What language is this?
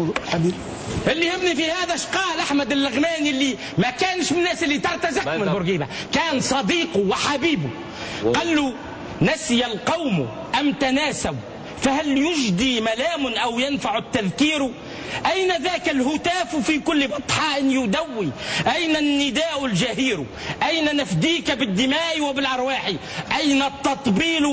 Tunisian Arabic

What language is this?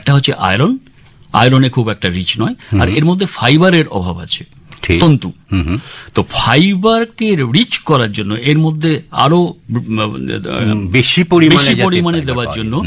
Bangla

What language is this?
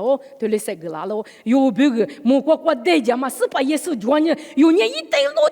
Lisu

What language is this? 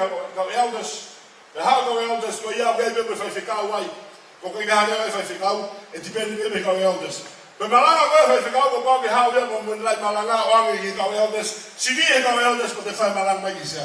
Tongan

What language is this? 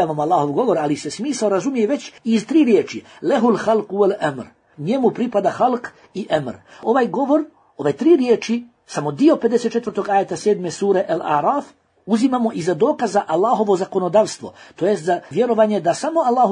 Bosnian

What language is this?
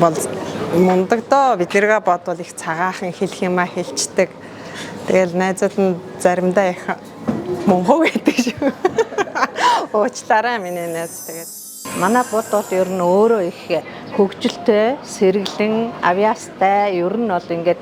Mongolian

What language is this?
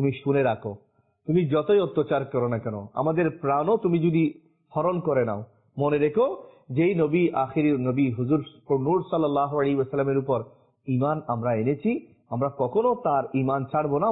Bangla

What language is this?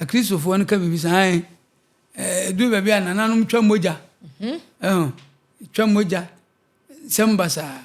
Akan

